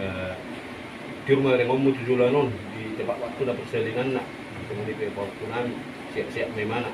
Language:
Batak Toba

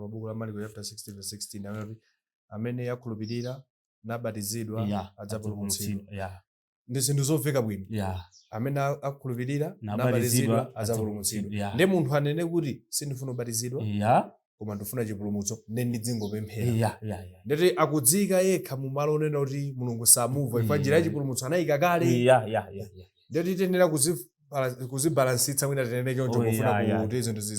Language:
Nyanja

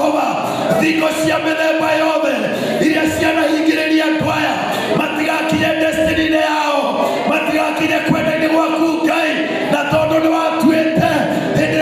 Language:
Kikuyu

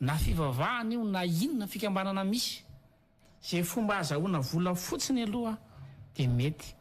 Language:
Malagasy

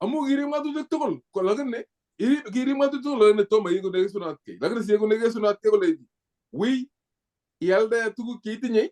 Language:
Kalenjin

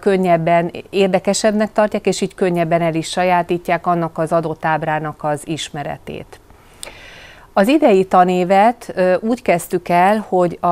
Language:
Hungarian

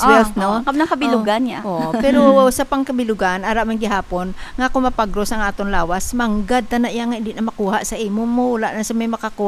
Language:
Hiligaynon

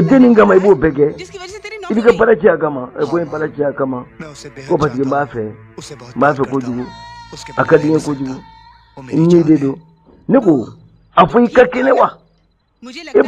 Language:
Bambara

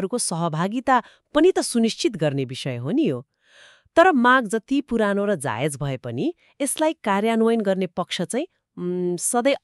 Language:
Nepali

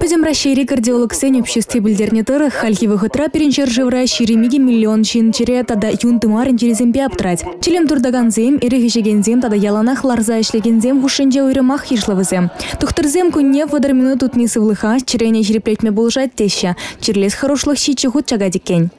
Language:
Chuvash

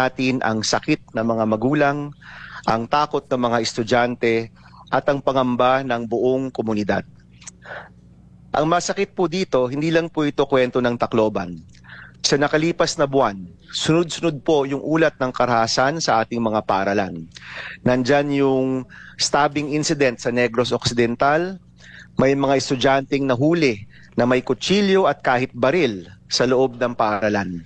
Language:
Filipino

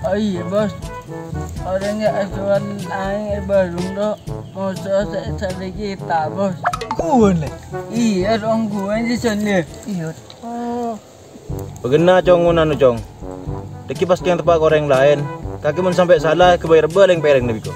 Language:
Madurese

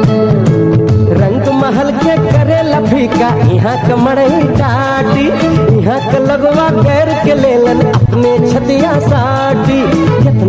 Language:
Bhojpuri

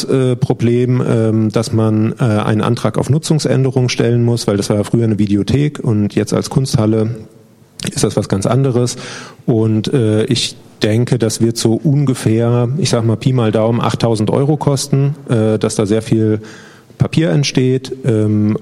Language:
German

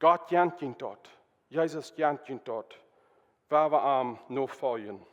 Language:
Plautdietsch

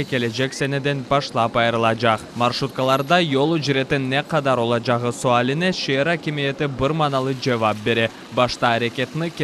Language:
Crimean Tatar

